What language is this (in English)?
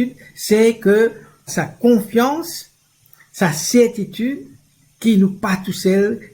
Morisyen